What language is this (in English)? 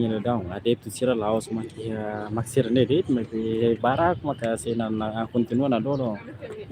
Tetum